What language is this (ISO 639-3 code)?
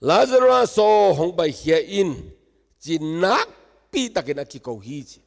ctd